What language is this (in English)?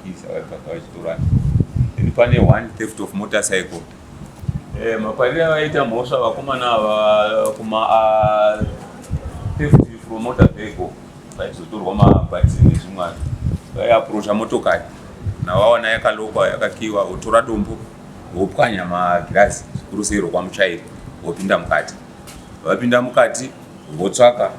Shona